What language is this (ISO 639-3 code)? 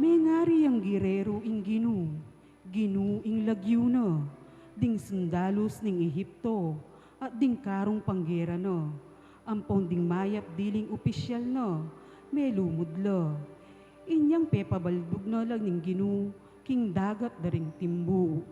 pam